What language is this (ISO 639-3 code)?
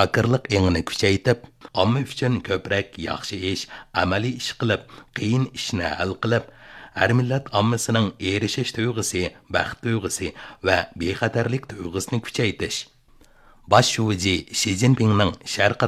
uig